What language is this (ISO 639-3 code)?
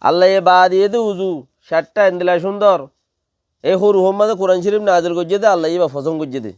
rhg